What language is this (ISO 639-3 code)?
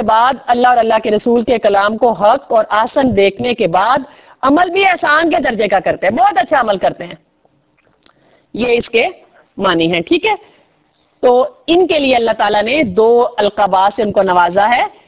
urd